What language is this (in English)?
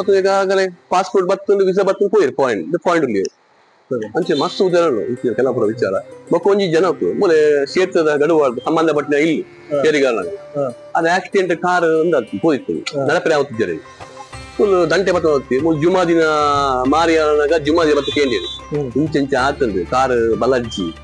Tulu